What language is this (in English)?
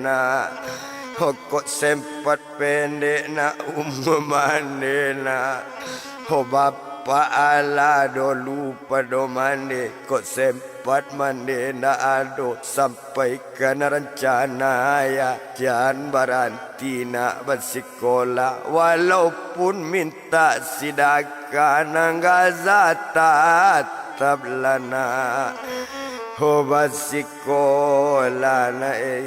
Minangkabau